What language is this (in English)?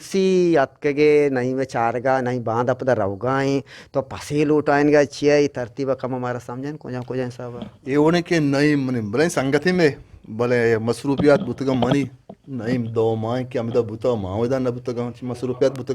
Eastern Balochi